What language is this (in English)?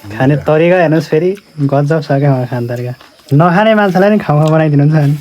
Nepali